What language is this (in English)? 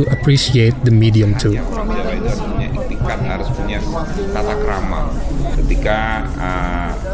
Indonesian